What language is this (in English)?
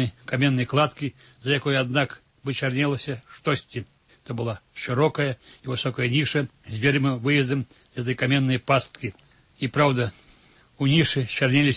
Belarusian